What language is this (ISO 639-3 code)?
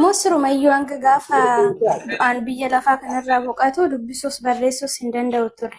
orm